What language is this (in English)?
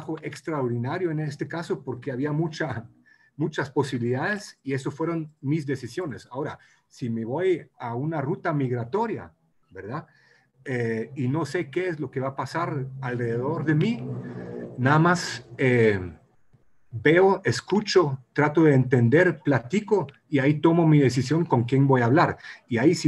Spanish